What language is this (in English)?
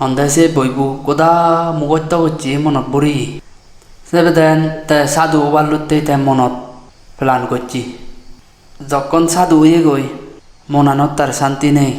Chakma